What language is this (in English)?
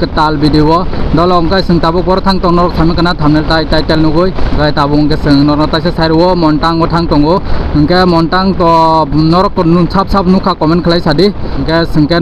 Kok Borok